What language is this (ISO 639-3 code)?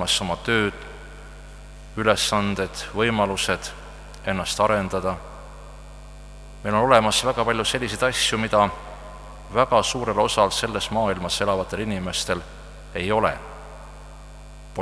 est